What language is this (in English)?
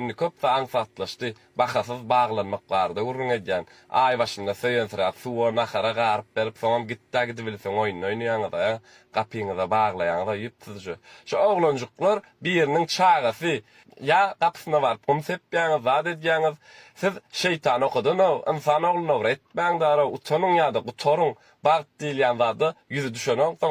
Turkmen